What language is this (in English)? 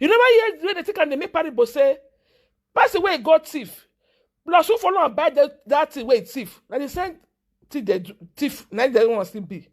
Nigerian Pidgin